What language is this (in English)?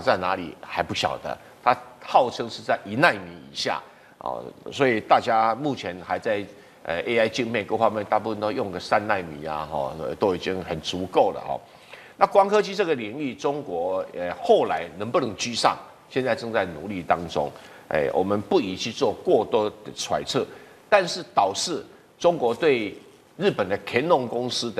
Chinese